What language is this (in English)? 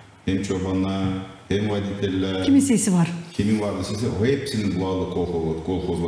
Gagauz